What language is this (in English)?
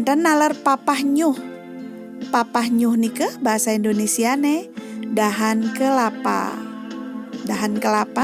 Balinese